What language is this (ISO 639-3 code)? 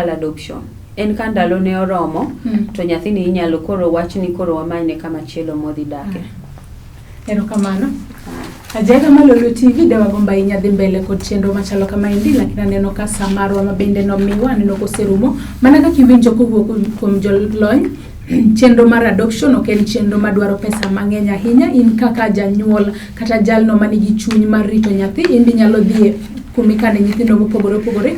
luo